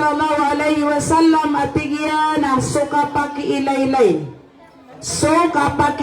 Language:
Maranao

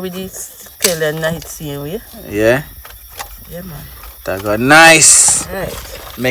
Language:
Jamaican Creole English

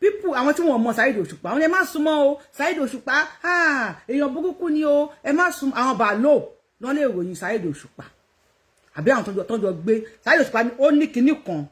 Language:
Yoruba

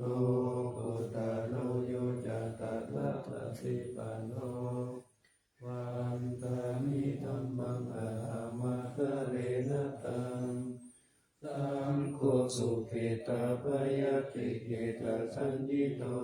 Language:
Pali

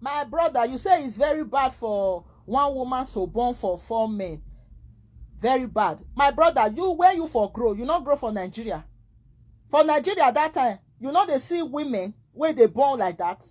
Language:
Nigerian Pidgin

